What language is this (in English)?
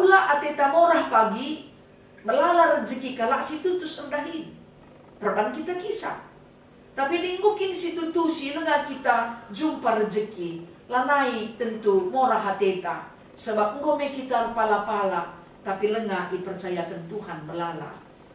Batak Karo